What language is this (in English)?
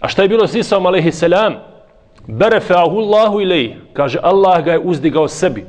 Bosnian